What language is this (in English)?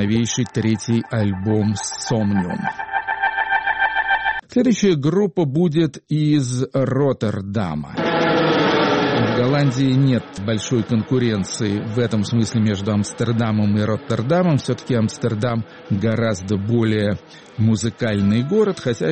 Russian